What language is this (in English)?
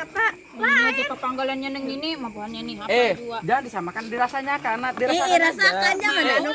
Banjar